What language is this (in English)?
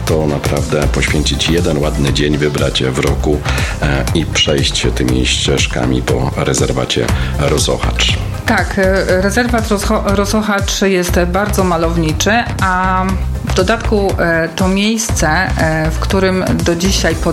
Polish